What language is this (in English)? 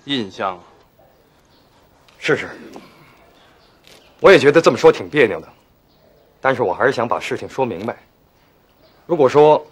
Chinese